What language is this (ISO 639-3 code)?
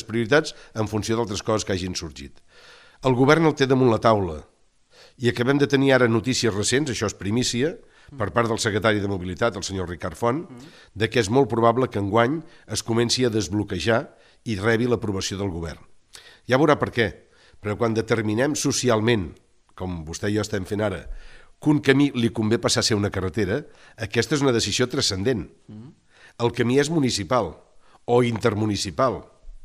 cat